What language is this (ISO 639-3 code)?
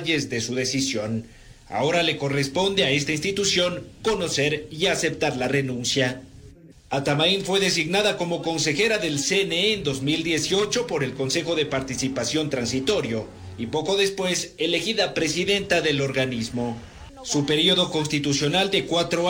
spa